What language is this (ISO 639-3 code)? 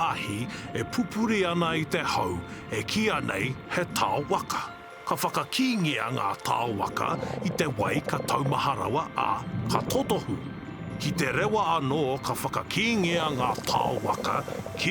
mri